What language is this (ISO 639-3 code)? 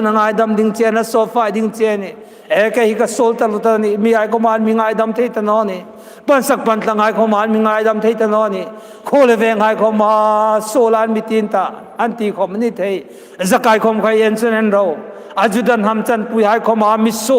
hmr